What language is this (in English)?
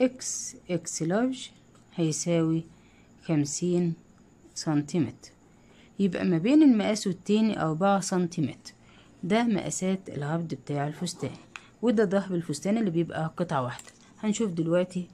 Egyptian Arabic